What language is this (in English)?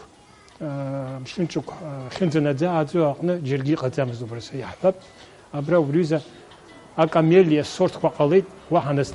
Abkhazian